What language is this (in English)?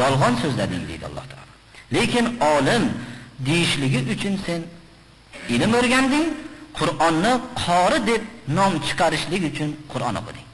Uzbek